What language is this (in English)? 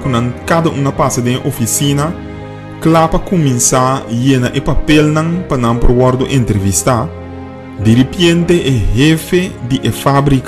Papiamento